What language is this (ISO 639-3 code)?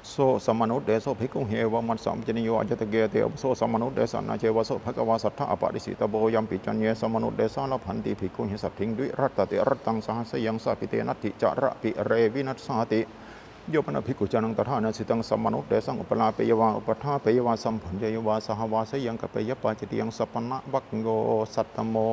pli